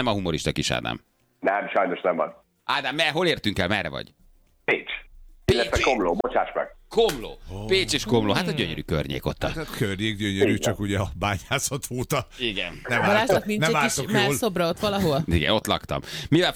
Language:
Hungarian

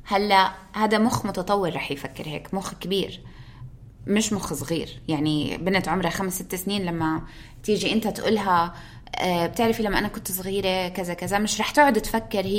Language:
North Levantine Arabic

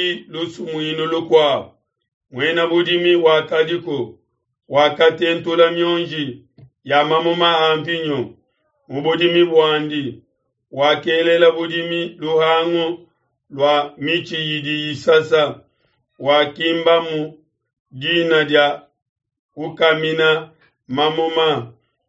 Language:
Luba-Lulua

